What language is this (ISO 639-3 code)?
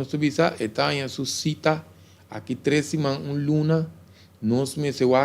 pap